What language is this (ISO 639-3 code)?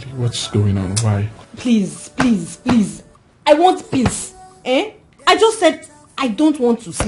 pcm